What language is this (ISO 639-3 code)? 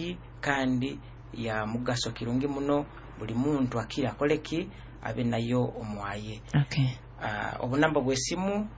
nyo